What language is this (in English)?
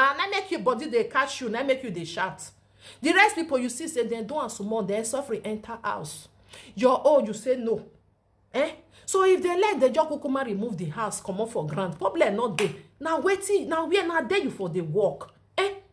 Nigerian Pidgin